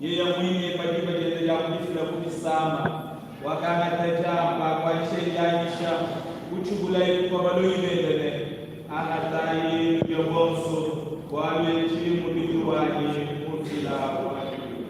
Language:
Luba-Lulua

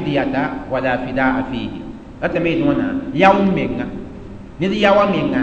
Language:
Mossi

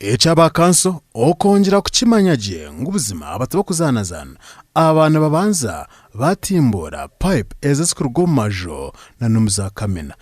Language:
Nyankole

